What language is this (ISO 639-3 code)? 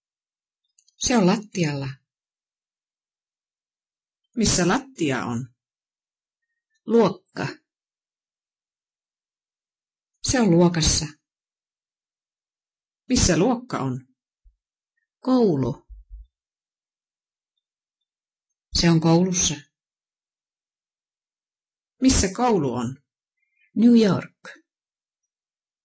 fin